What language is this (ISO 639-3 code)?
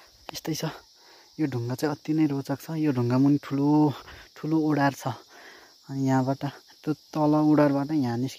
nep